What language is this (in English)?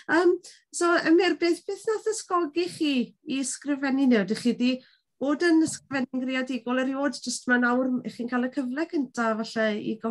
Welsh